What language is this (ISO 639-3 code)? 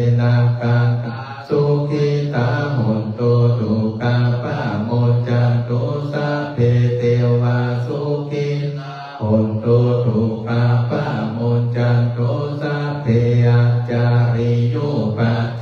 pli